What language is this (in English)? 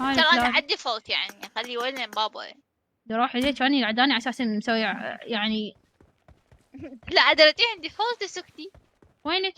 Mesopotamian Arabic